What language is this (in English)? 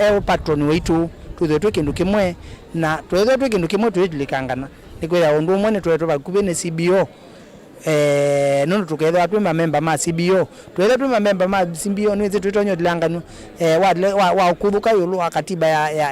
Kamba